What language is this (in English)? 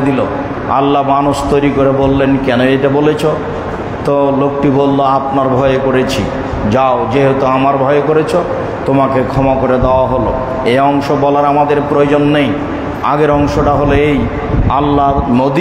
Bangla